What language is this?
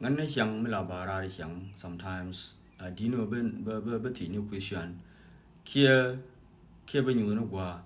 Nuer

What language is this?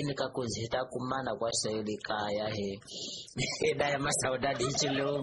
Tsonga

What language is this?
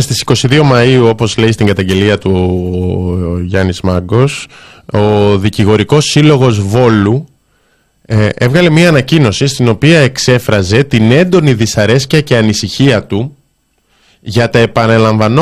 Greek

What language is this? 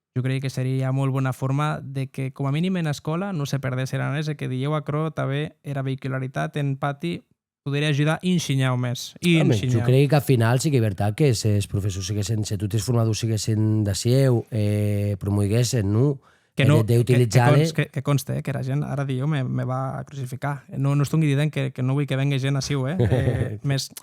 Occitan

